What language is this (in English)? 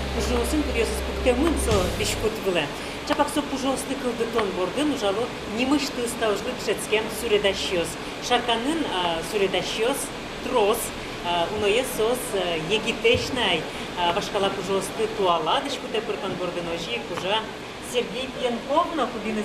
Udmurt